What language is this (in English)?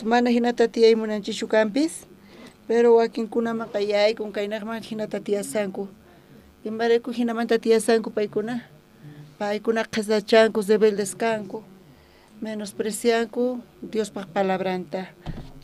South Bolivian Quechua